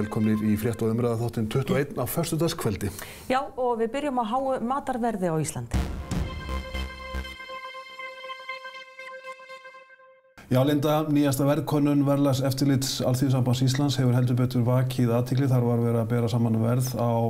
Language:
Icelandic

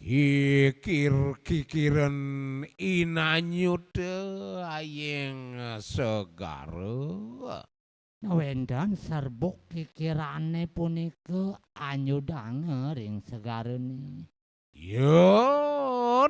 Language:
Balinese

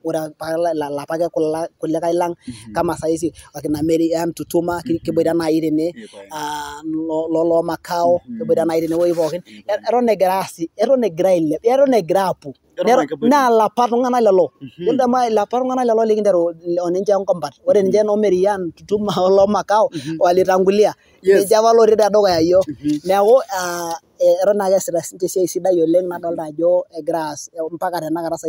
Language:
Masai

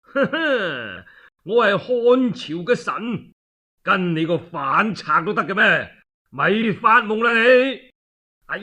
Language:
Cantonese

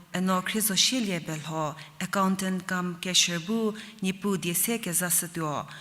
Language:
Angami Naga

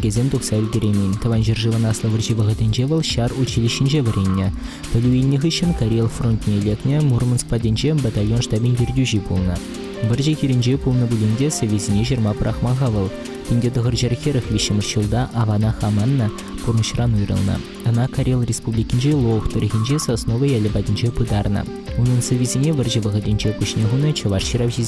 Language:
Chuvash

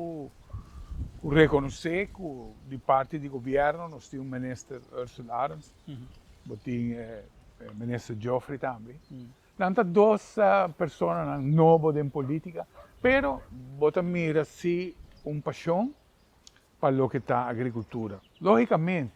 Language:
Papiamento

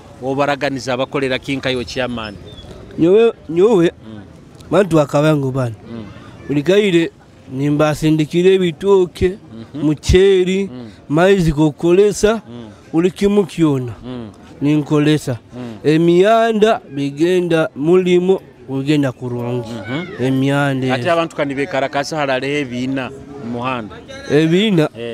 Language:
Nyoro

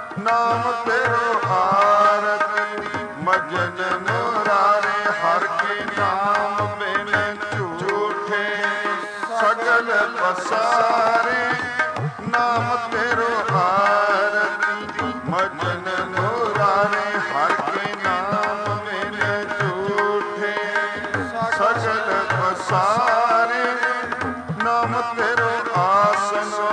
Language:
Punjabi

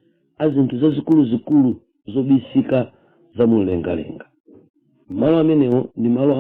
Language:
Nyanja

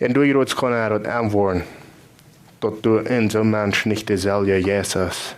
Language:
Plautdietsch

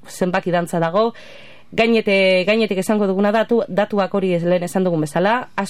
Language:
Basque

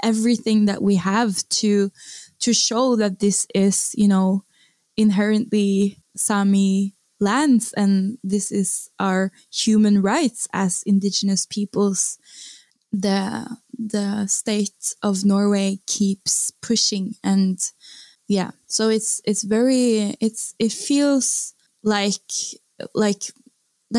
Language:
English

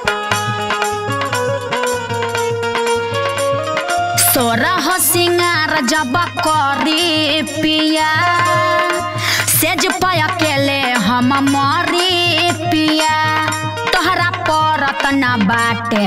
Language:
Bhojpuri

